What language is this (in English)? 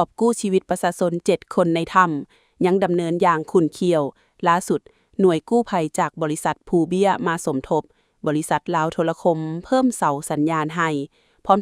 Lao